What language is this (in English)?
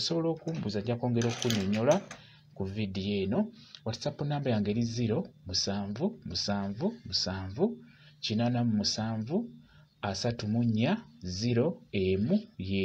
Ganda